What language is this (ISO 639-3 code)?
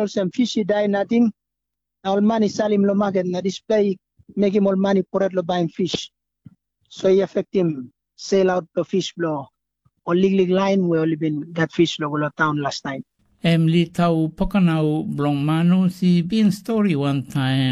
tpi